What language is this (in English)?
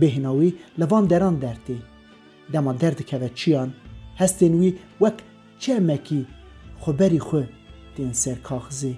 Kurdish